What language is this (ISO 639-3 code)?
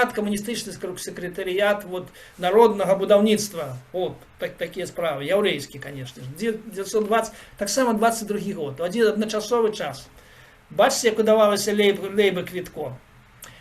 bel